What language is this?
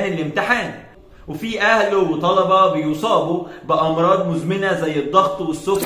Egyptian Arabic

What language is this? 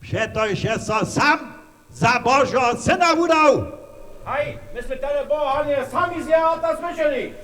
Upper Sorbian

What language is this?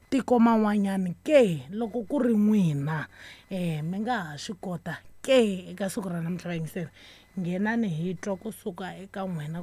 Tsonga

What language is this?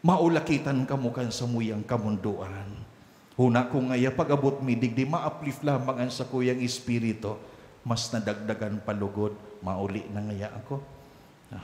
Bikol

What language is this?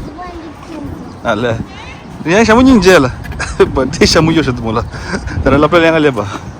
Tibetan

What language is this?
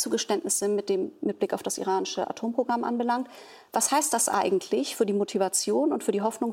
German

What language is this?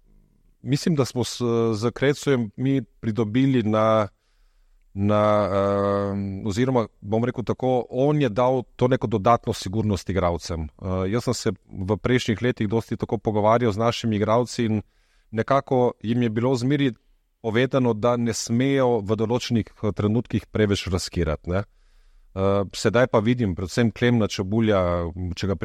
Slovenian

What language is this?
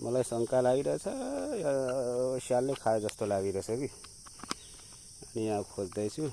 Nepali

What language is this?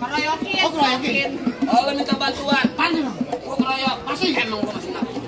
Betawi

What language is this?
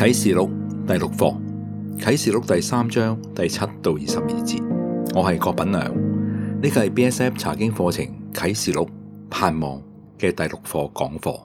Cantonese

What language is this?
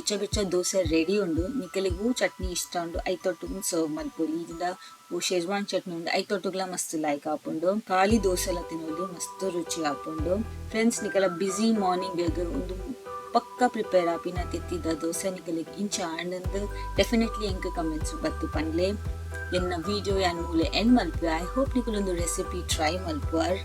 Tulu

